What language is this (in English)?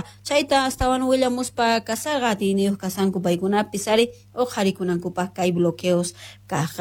South Bolivian Quechua